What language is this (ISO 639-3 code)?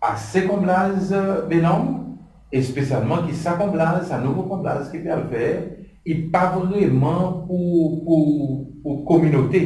crs